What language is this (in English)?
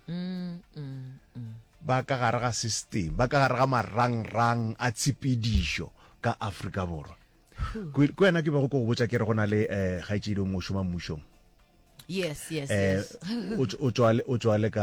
Northern Sotho